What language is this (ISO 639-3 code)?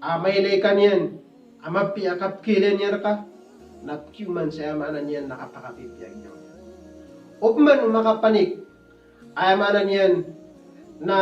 mrw